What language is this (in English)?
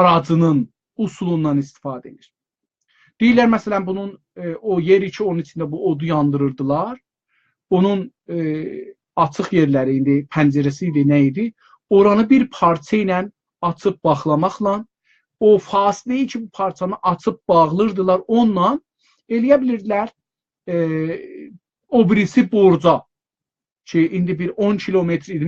South Azerbaijani